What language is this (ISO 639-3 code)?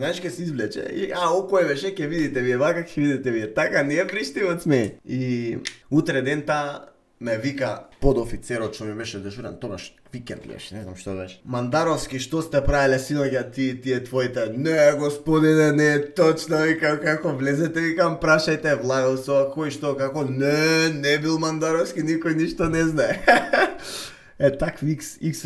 mkd